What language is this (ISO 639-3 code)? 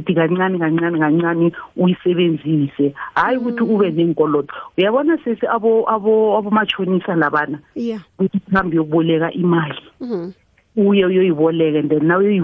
nbl